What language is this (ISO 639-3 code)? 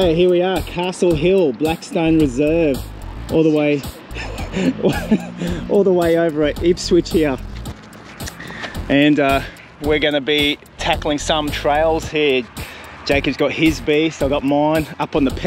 eng